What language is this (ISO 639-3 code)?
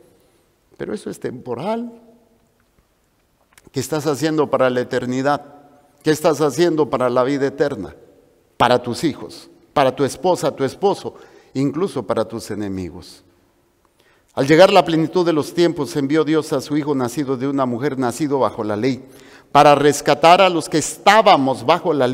spa